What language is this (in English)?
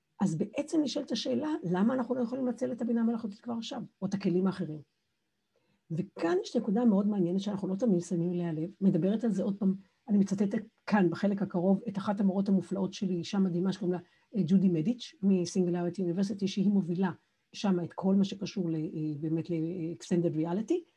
Hebrew